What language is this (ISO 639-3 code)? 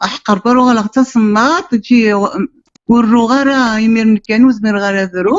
kab